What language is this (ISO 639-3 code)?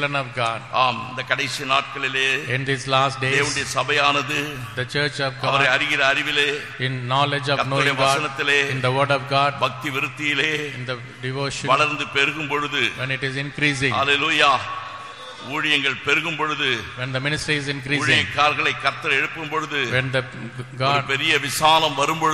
tam